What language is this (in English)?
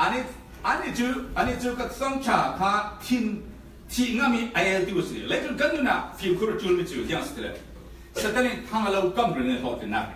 Falam Chin